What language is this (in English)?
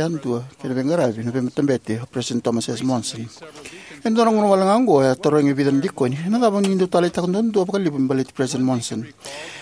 Fijian